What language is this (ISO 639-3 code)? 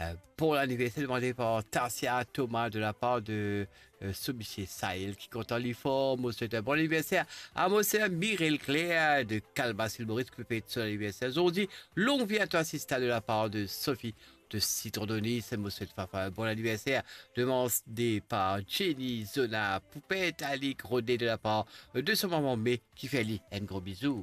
mfe